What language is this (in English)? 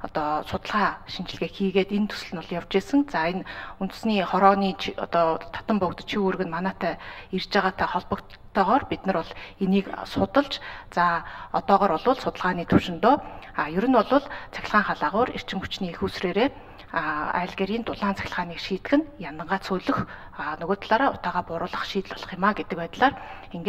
Mongolian